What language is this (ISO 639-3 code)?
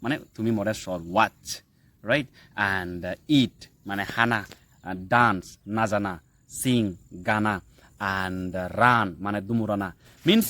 ccp